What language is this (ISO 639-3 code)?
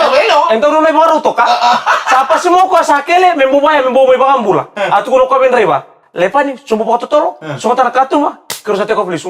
fij